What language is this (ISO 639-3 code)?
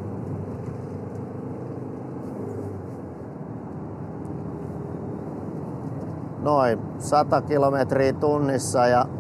fin